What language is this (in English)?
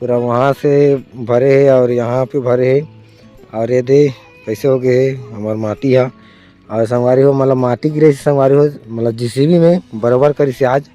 Chhattisgarhi